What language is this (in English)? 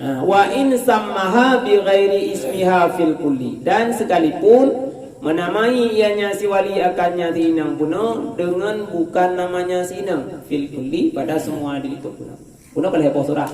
Achinese